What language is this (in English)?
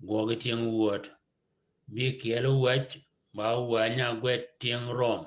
Shilluk